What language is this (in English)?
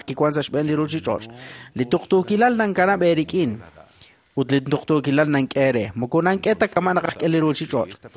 Kekchí